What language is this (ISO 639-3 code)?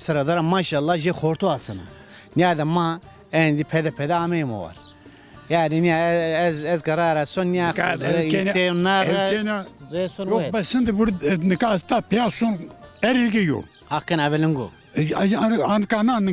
zza